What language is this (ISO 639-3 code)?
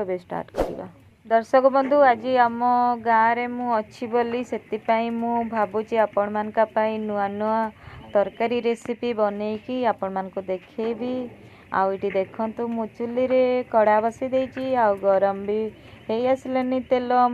ori